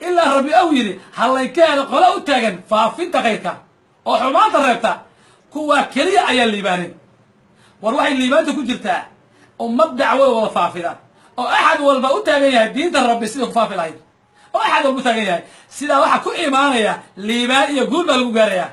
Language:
Somali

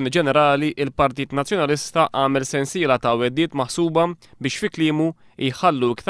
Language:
Maltese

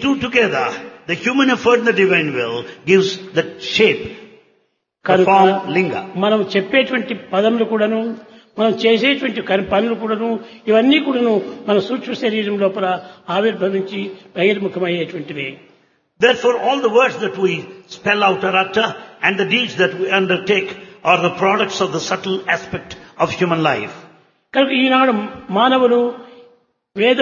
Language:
Telugu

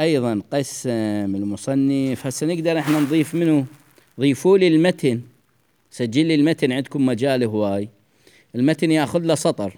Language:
Mesopotamian Arabic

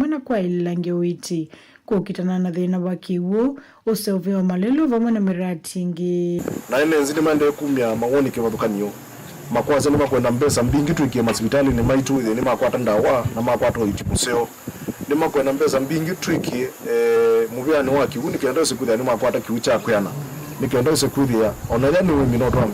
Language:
Kamba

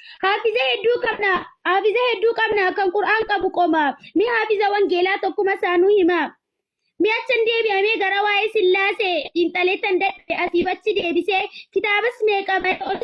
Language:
Oromo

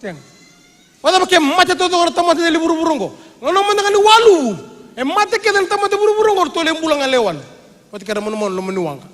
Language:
Fijian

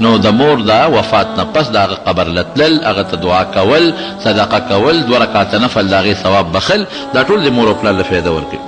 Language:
Pashto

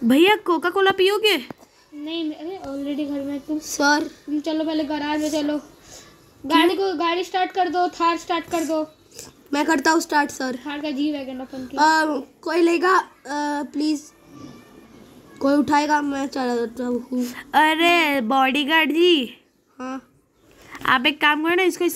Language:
Hindi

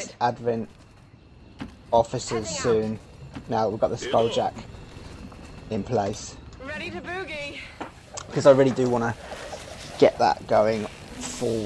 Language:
English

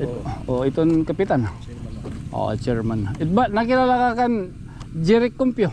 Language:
Waray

